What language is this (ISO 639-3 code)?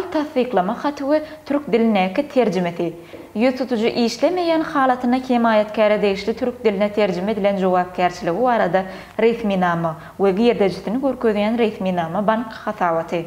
tuk